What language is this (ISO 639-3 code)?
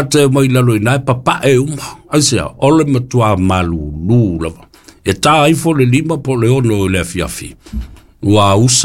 smo